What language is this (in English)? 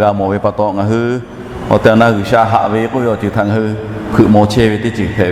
Lahu